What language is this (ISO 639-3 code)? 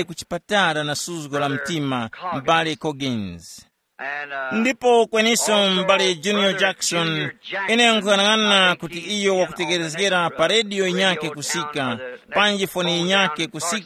tum